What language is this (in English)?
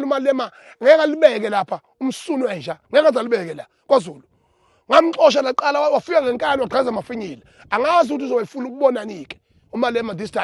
Zulu